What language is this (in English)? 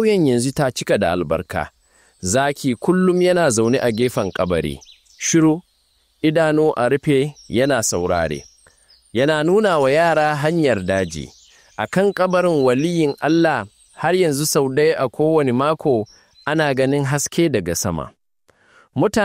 Hausa